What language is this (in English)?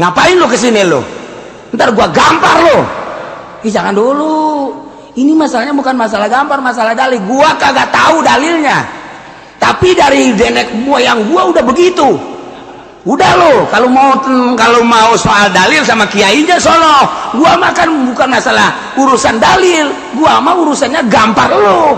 Sundanese